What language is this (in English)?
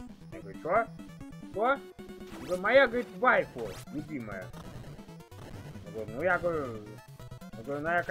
Russian